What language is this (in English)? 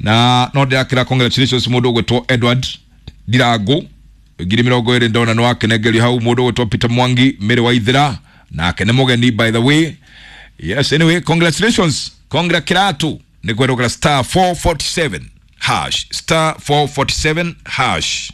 Kikuyu